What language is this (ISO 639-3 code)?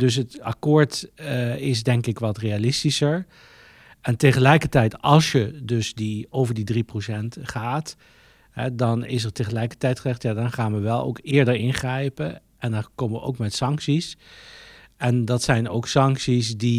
nld